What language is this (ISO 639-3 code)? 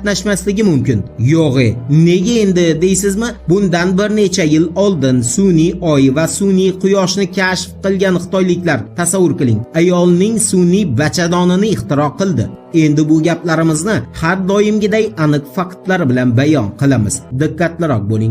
uzb